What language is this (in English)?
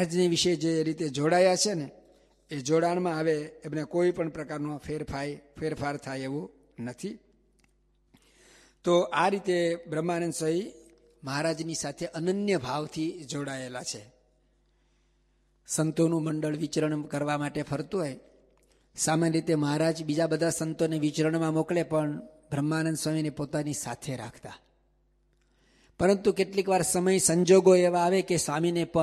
Gujarati